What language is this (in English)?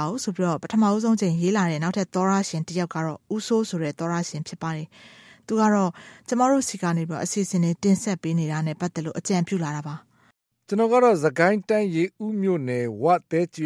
Burmese